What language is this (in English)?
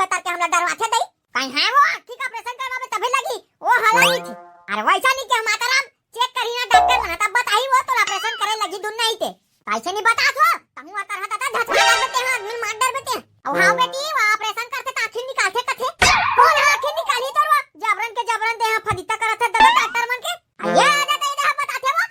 Chhattisgarhi